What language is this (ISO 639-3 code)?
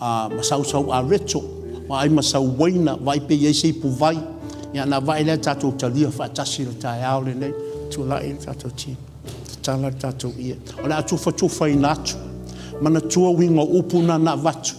smo